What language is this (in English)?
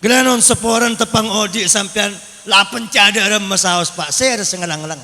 Madurese